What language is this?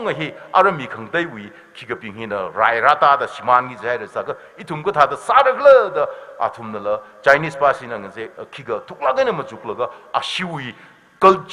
Tangkhul Naga (India)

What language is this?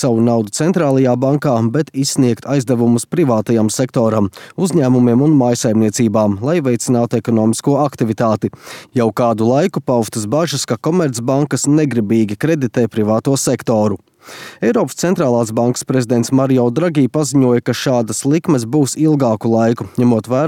Latvian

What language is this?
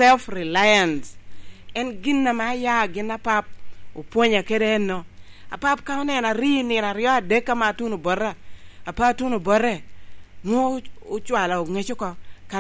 Lango (Uganda)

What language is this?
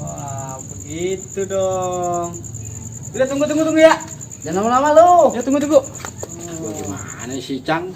Betawi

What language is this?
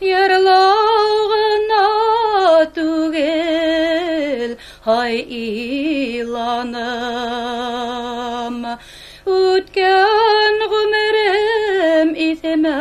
Bashkir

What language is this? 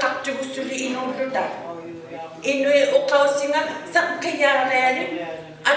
Inuktitut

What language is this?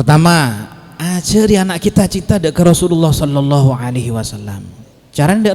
Madurese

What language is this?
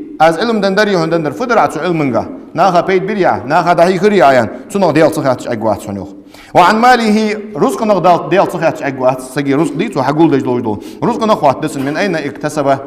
Ingush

